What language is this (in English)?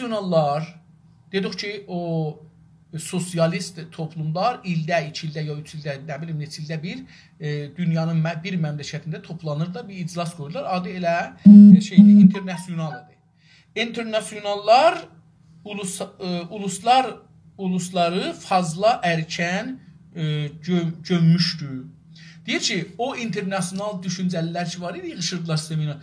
South Azerbaijani